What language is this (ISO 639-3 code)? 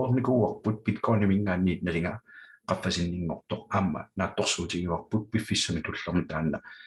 kal